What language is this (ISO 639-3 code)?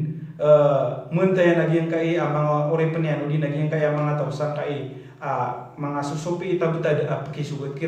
mrw